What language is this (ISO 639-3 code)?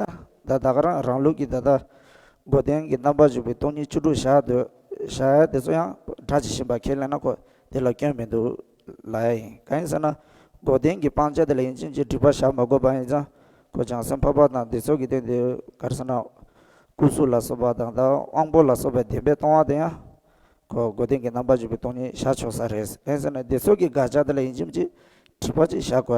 bod